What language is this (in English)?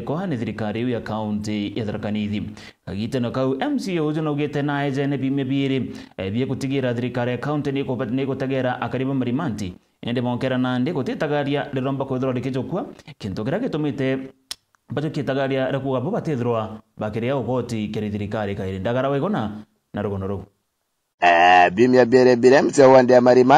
Meru